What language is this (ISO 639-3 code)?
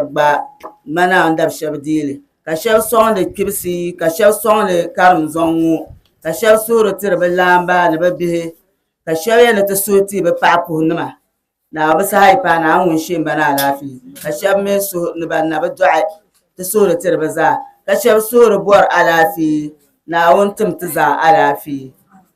dag